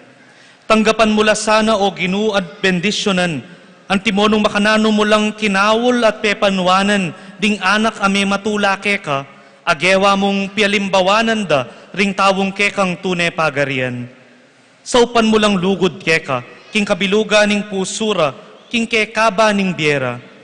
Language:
Pampanga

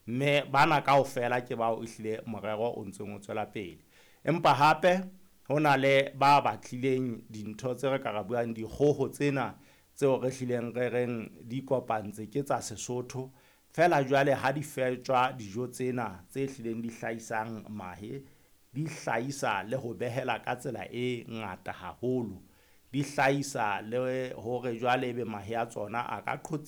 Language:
Southern Sotho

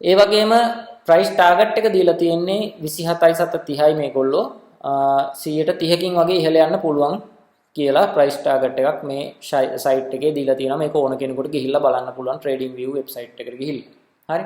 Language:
Sinhala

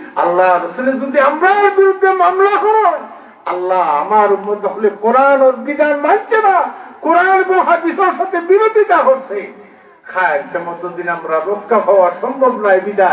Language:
Sylheti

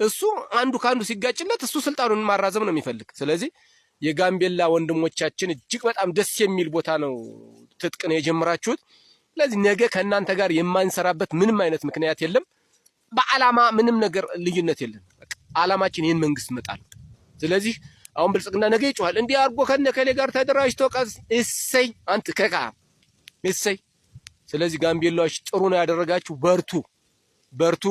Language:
Amharic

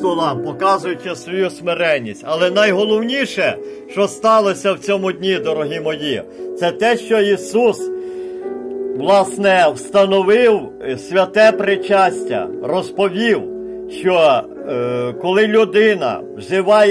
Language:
Ukrainian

